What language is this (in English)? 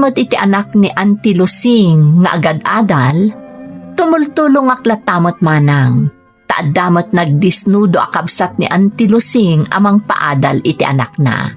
Iloko